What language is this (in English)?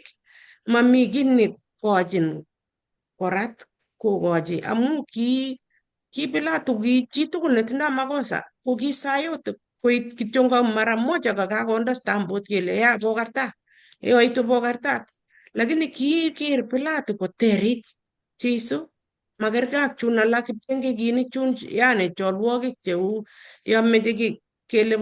Kalenjin